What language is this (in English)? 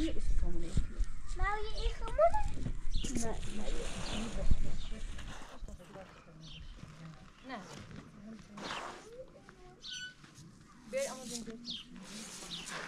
Persian